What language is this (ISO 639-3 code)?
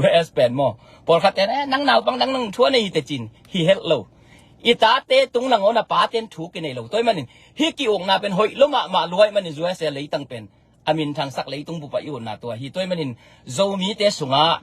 ctd